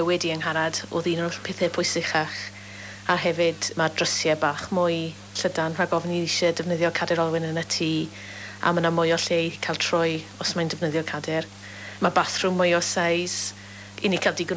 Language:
Welsh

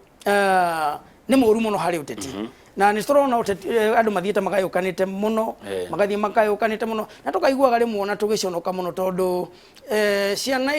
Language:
Kikuyu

